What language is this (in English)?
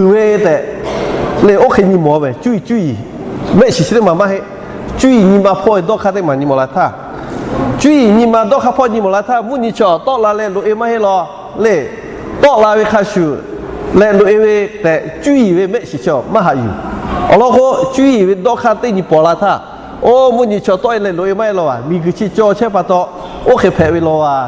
Lahu